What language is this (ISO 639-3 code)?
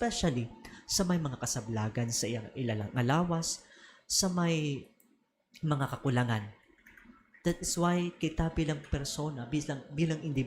hil